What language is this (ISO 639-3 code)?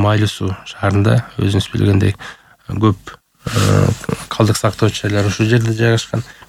kir